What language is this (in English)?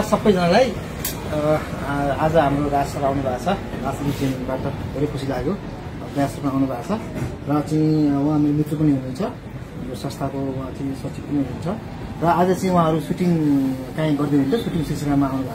Nepali